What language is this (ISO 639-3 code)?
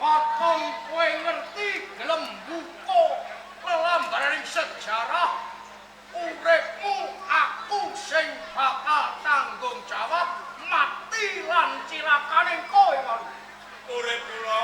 jav